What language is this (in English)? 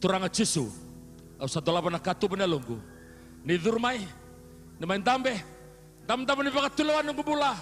Fijian